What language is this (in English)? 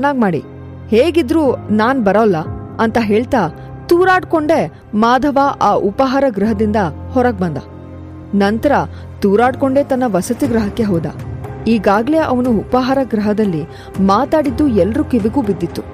Kannada